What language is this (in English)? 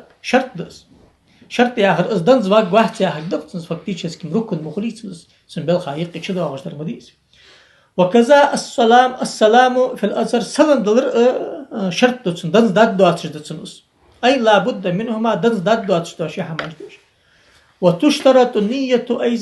Ingush